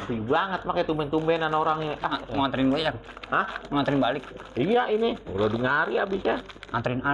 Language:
Betawi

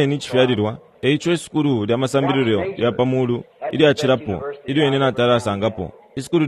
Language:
Bemba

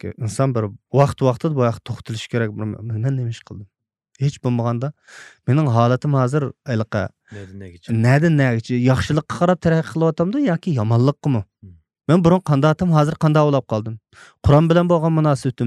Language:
Uyghur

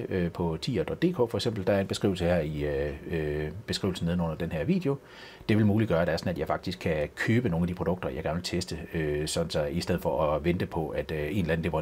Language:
Danish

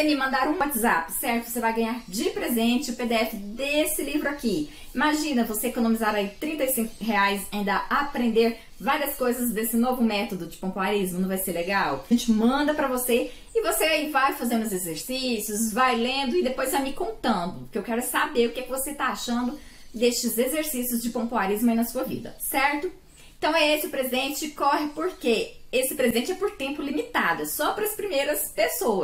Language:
Portuguese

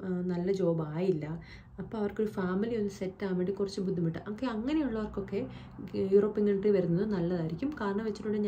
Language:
Malayalam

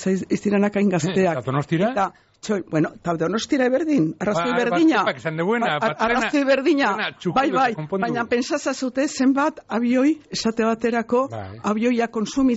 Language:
Basque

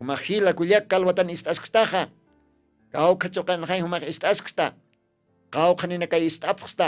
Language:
Aymara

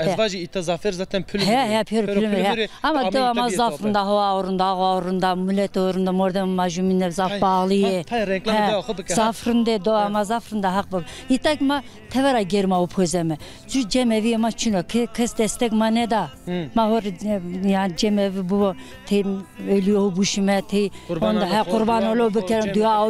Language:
Zaza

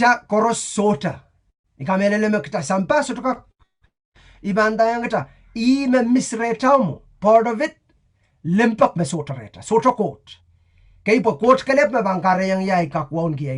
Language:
Pohnpeian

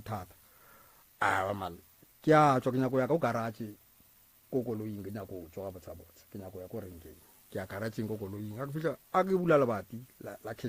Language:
Northern Sotho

